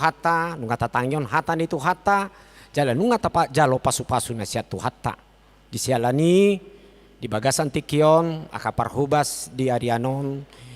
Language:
Batak Toba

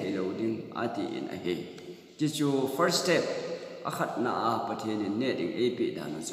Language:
Thado Chin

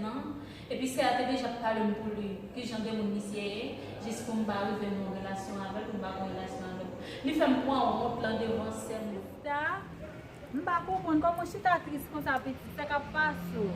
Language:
Haitian Creole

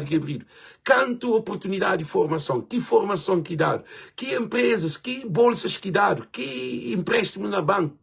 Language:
Kabuverdianu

